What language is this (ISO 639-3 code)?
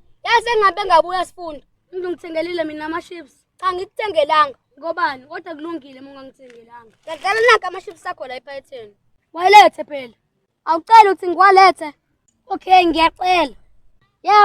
zul